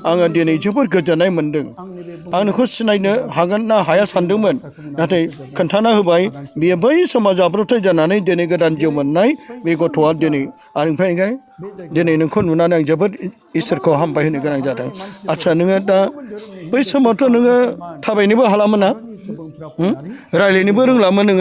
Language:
Bodo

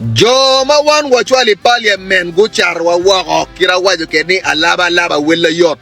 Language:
Acoli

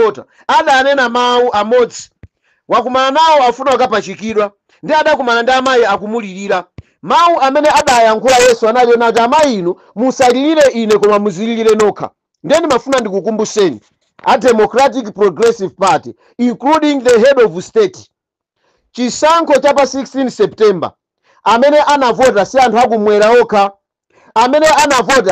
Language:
Nyanja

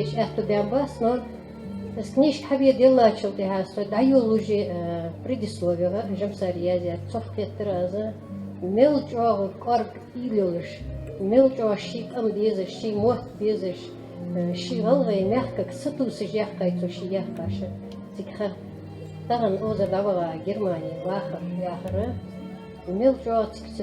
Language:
Ingush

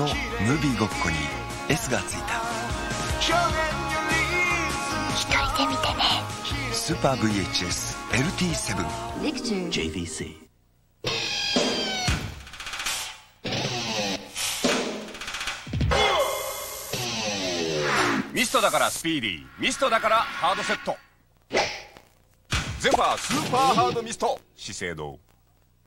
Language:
Japanese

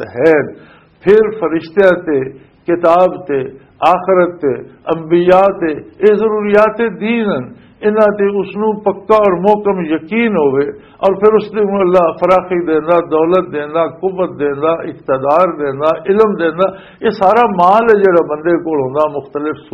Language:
Western Panjabi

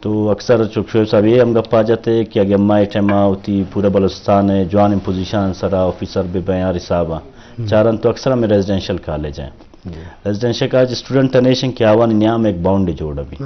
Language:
Eastern Balochi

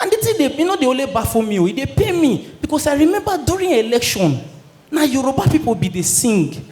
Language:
Nigerian Pidgin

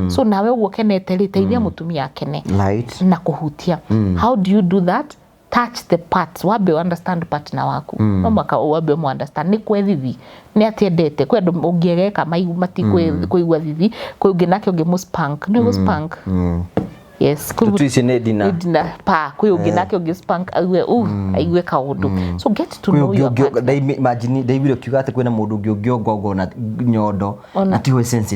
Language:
Kikuyu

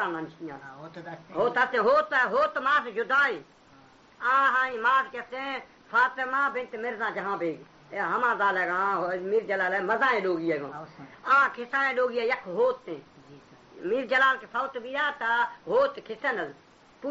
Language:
Baluchi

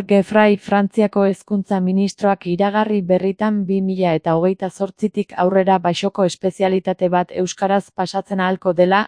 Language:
Basque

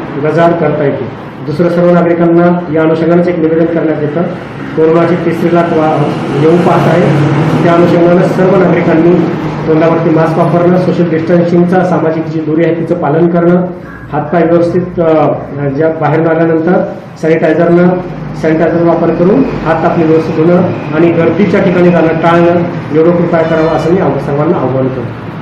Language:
Marathi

